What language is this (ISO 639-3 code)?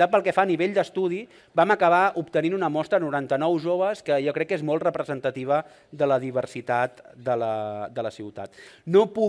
cat